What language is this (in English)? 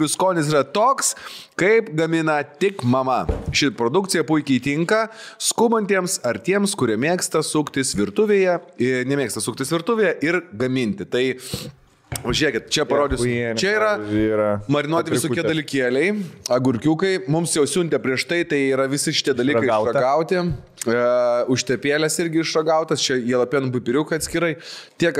Lithuanian